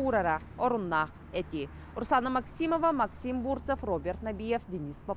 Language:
Yakut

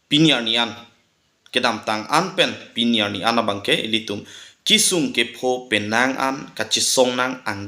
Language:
Karbi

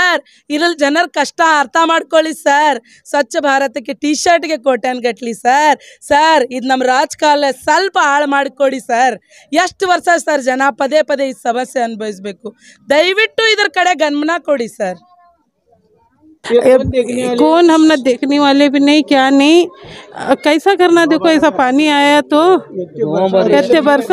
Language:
Kannada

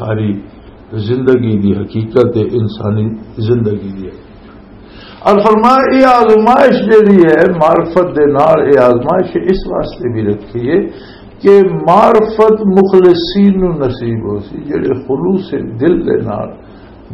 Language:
Western Panjabi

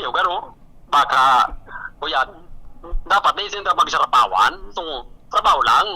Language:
Bikol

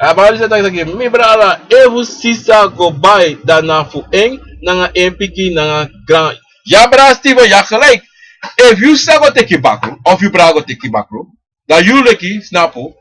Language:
Sranan Tongo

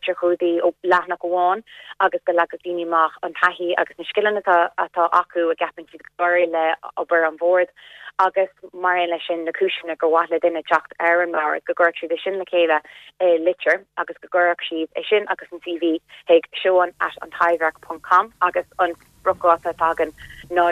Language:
Irish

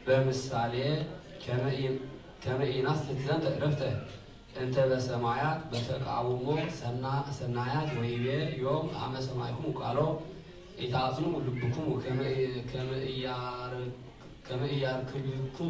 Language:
Geez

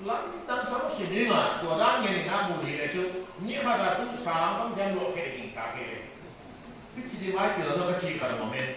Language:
Paite Chin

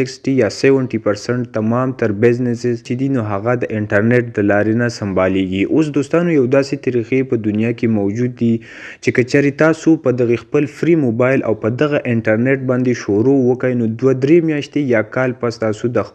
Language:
Pashto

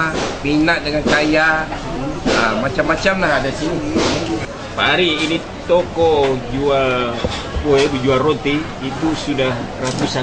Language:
Banjar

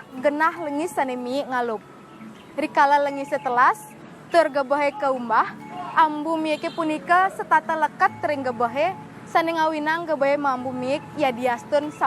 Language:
Balinese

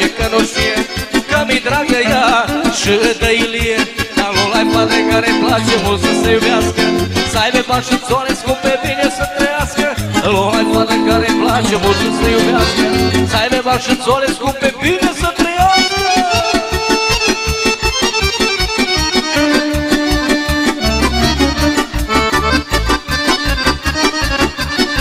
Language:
Romanian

